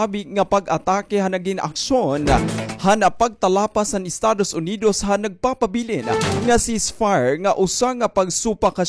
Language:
Waray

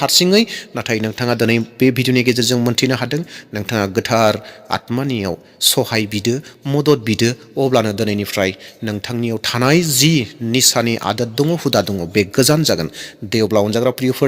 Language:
Bodo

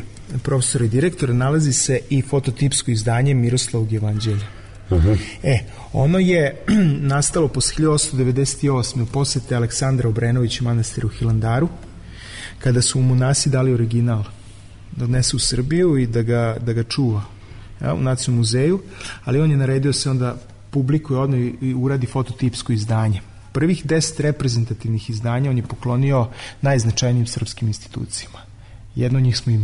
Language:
Serbian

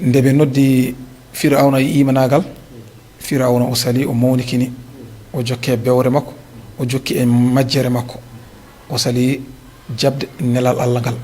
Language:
Fula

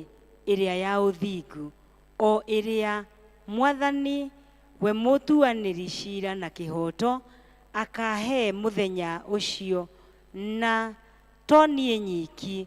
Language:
Kikuyu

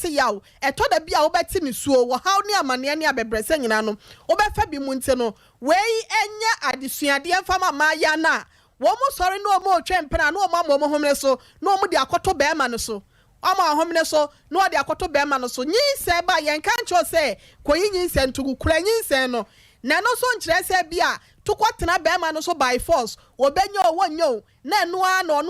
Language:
Akan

